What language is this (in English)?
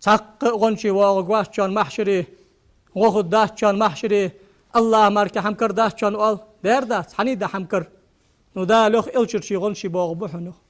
Ingush